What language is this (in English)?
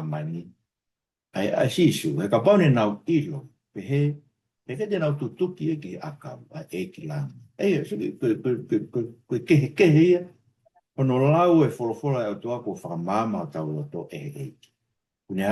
Tongan